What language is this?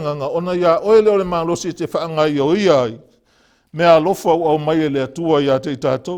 Samoan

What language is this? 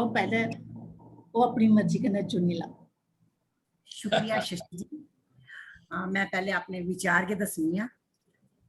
Dogri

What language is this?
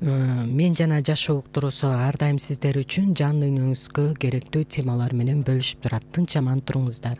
Kyrgyz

